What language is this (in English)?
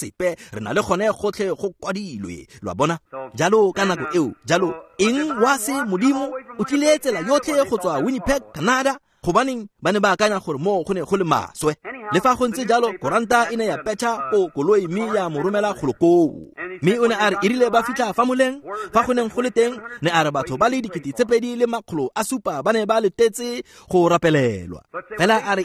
Tswana